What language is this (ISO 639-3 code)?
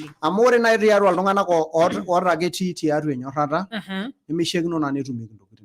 mas